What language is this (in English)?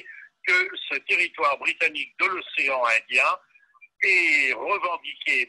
French